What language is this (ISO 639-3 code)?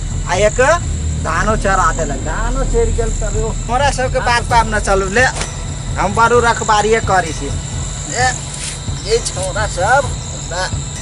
mai